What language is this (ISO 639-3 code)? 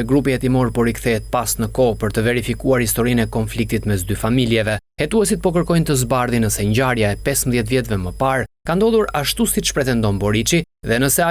sqi